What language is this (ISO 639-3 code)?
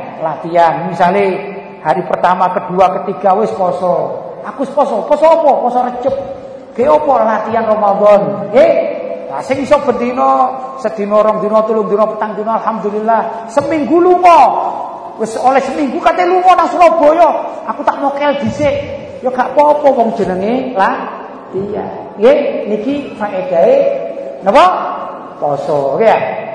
jav